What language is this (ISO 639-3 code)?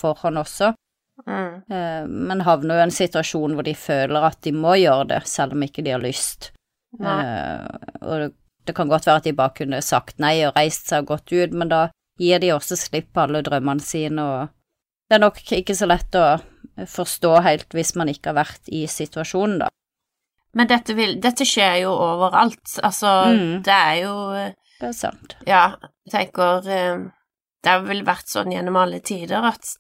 nor